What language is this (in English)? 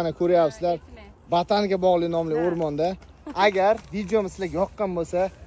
Uzbek